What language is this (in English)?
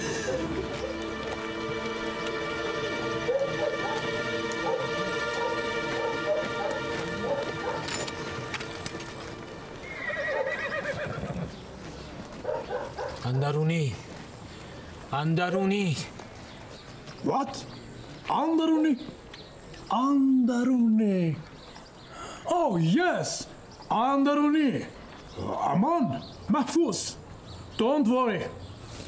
Persian